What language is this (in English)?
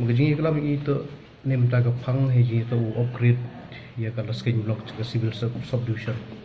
Pnar